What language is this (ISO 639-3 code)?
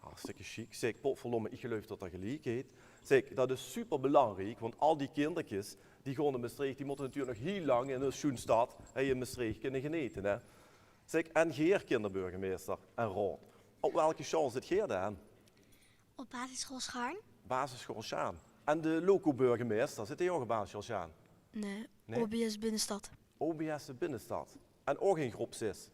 lim